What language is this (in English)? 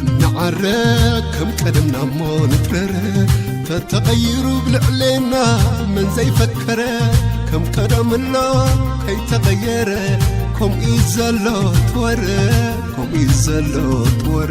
Tigrinya